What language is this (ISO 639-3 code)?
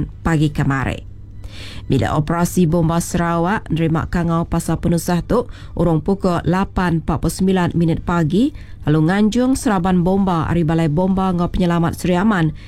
iba